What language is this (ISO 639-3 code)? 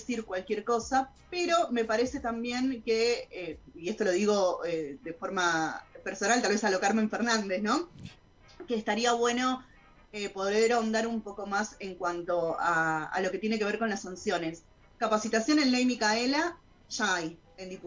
spa